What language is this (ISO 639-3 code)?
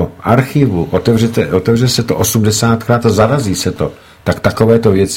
ces